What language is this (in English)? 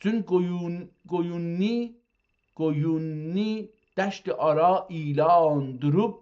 South Azerbaijani